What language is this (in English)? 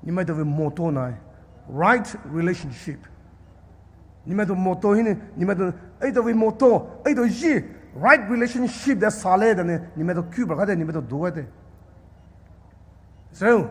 Poumei Naga